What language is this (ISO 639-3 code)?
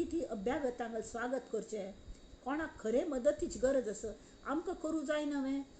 kok